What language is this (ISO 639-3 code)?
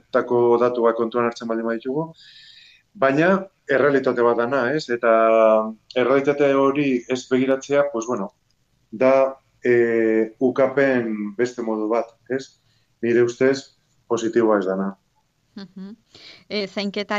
eus